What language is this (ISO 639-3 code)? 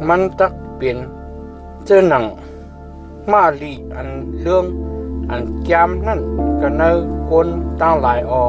shn